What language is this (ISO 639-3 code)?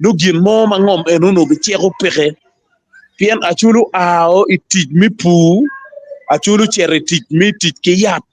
ach